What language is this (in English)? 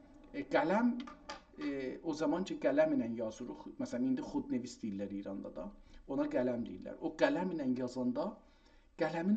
South Azerbaijani